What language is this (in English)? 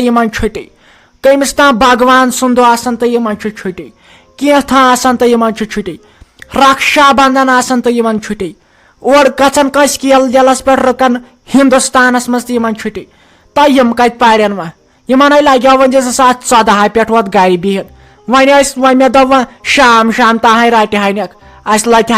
Kashmiri